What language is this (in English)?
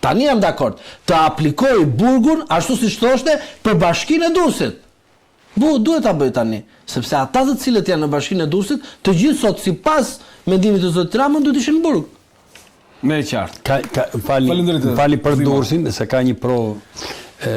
Albanian